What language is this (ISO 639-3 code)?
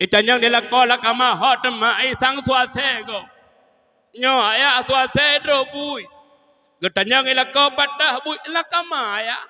ace